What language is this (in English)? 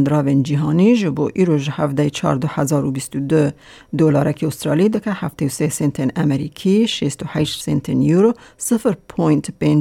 Kurdish